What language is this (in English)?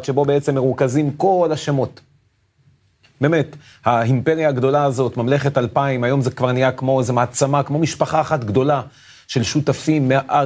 Hebrew